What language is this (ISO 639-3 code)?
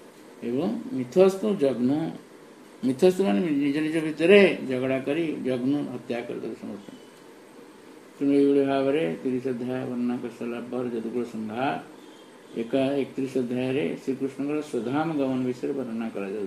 ori